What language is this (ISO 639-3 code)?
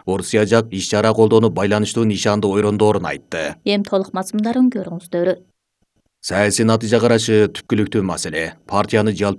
kir